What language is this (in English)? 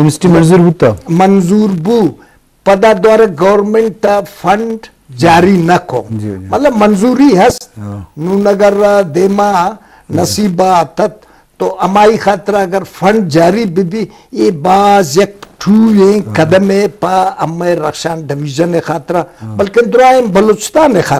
Eastern Balochi